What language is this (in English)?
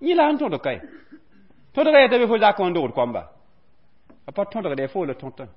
Mossi